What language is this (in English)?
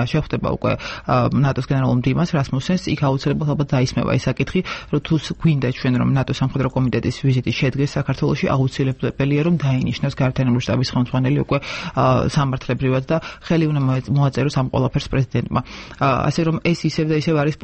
Georgian